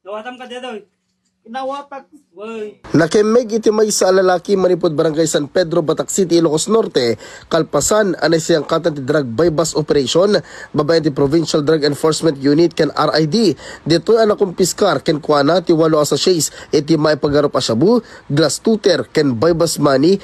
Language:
Iloko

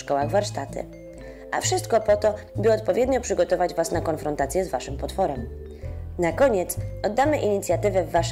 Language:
Polish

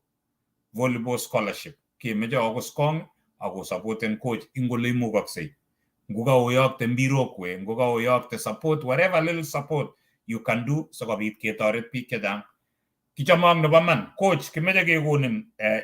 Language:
Kalenjin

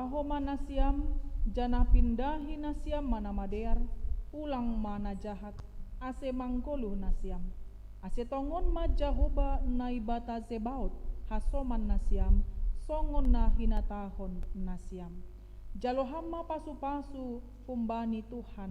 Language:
Batak Simalungun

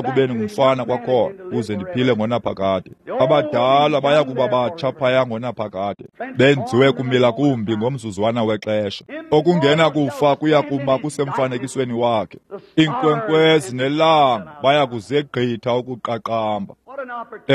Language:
Xhosa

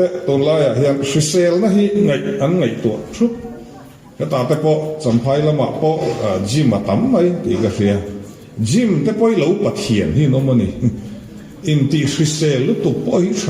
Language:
Mizo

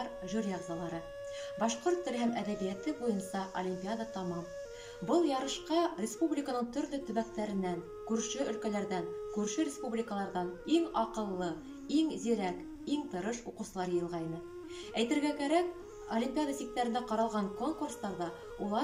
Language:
Bashkir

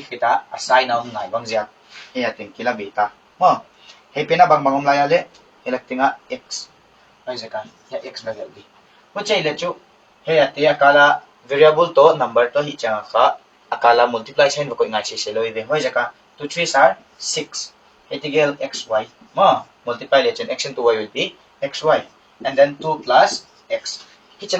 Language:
Paite Chin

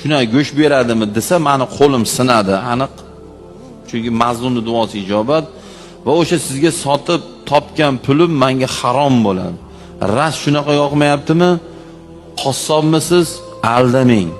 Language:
Uzbek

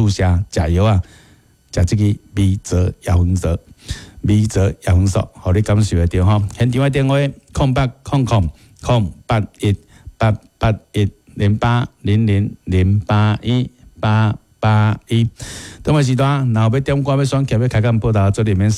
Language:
Min Nan Chinese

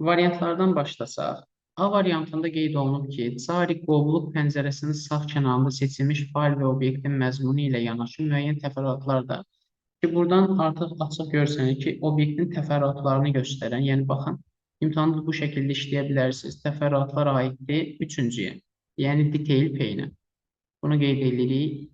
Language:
Azerbaijani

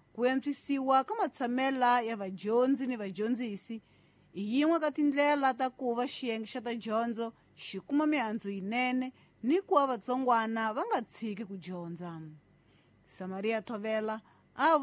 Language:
Tsonga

